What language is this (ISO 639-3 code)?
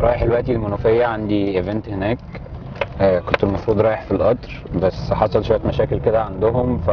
arz